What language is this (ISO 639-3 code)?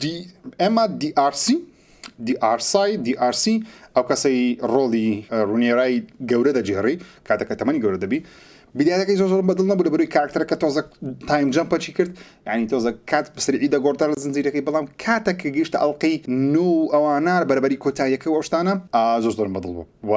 ckb